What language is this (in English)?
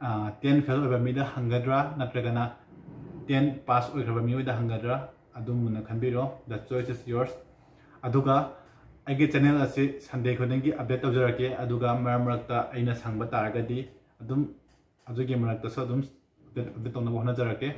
Manipuri